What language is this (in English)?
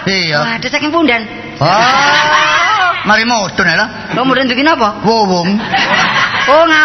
Javanese